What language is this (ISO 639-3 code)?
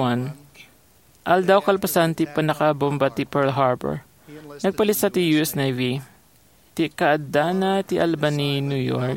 ilo